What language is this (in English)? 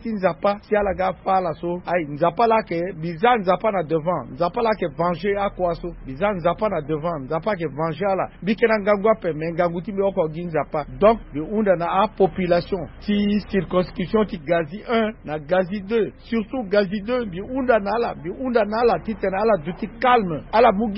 Sango